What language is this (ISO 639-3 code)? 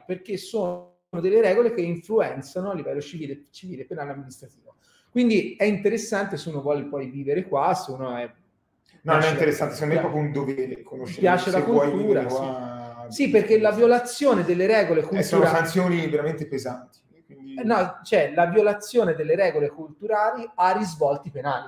ita